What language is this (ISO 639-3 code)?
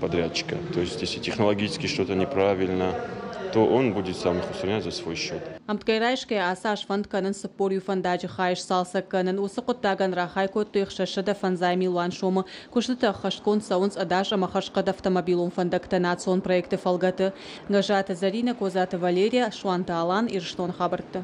oss